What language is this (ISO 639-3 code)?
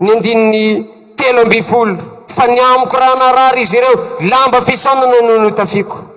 mlg